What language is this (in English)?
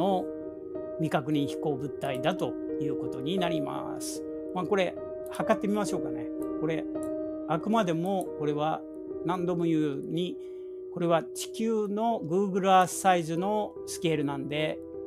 Japanese